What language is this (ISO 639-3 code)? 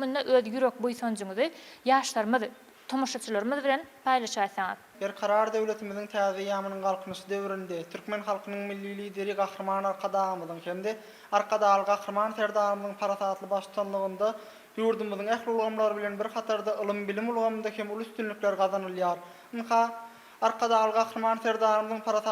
tuk